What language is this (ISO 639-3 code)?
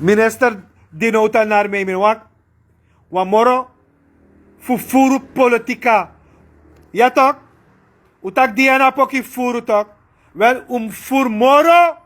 srn